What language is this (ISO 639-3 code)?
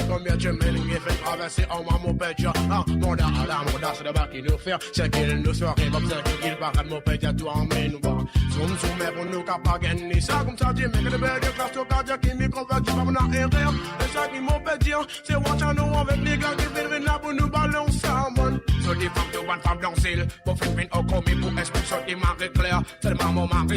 mfe